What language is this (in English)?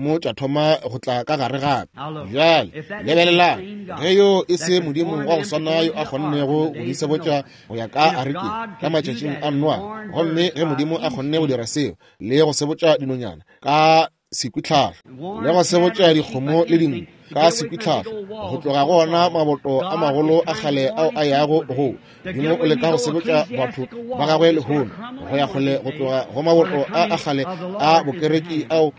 Northern Sotho